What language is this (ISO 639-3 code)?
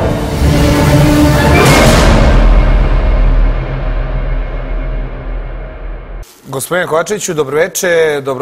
srp